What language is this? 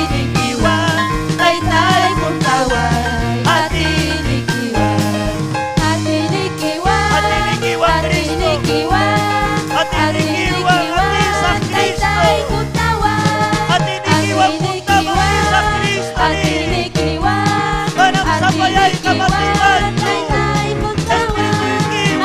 Ayacucho Quechua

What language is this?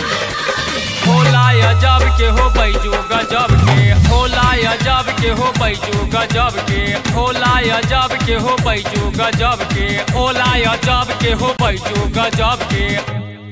Bhojpuri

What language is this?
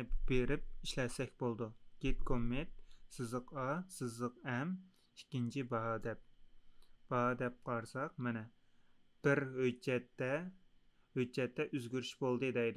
Uyghur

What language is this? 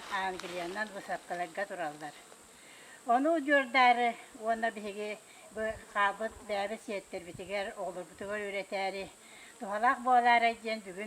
Yakut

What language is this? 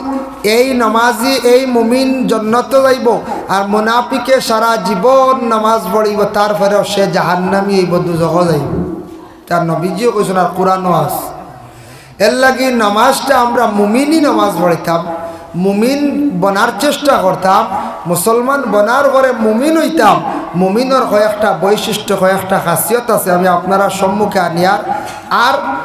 Sylheti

